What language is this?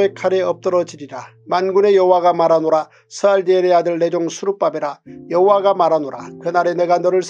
Korean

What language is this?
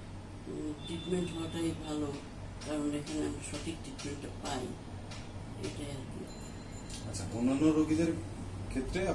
Bangla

